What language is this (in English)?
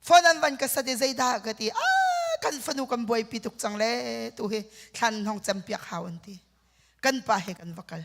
Hakha Chin